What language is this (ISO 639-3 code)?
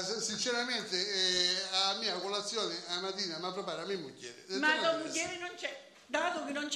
scn